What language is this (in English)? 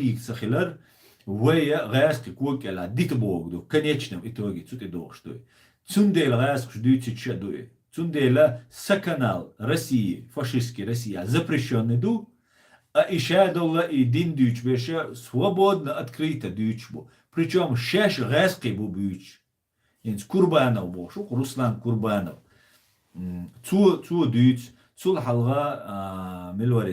Chechen